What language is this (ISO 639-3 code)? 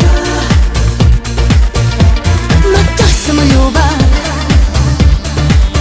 hrv